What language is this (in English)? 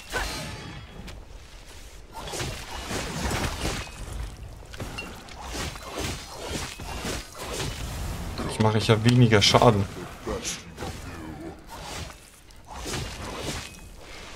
German